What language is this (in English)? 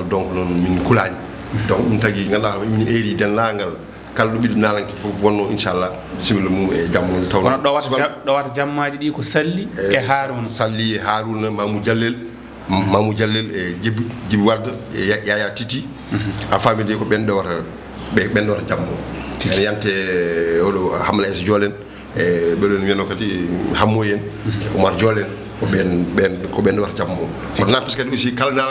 Fula